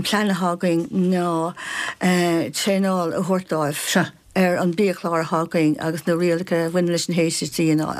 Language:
Irish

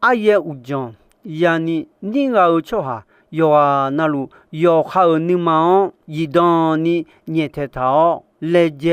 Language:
Akha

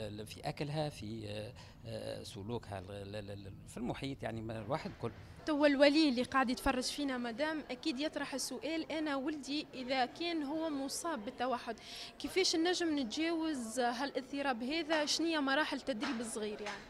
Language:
Tunisian Arabic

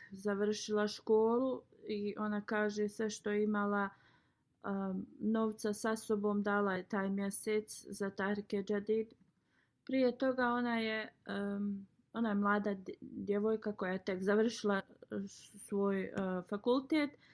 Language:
Bosnian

